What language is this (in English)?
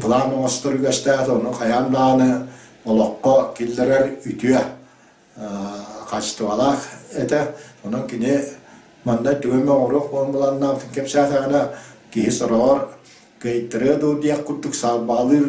Yakut